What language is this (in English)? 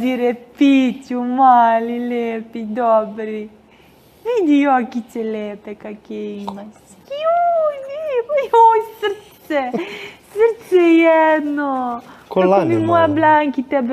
Serbian